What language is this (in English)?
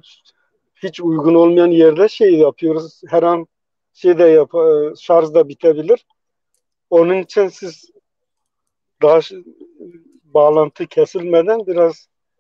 Turkish